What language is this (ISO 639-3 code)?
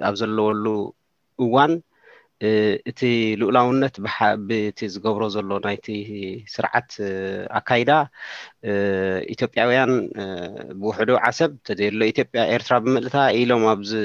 tir